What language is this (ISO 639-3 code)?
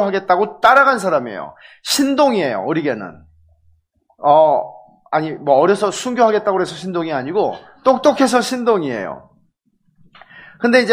kor